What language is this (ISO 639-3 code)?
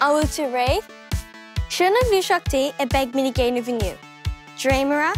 gle